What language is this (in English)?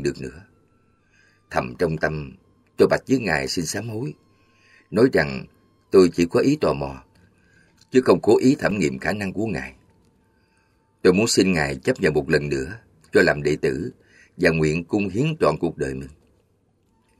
Vietnamese